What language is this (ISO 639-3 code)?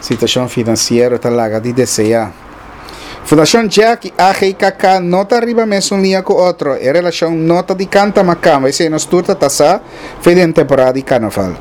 pap